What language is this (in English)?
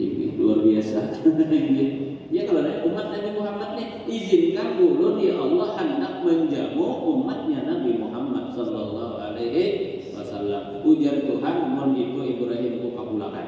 Banjar